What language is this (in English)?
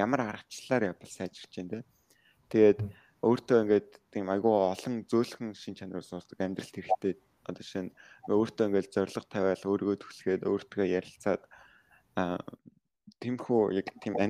Mongolian